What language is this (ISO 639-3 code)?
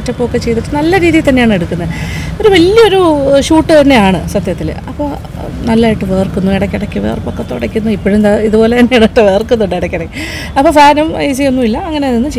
mal